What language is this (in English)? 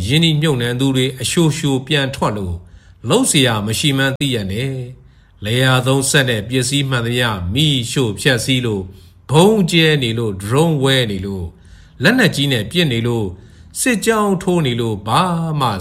Burmese